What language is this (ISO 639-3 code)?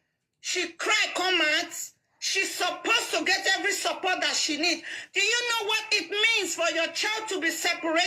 pcm